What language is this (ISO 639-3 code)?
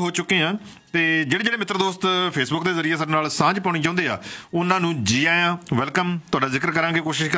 pan